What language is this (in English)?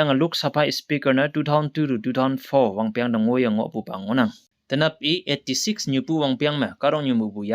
Konyak Naga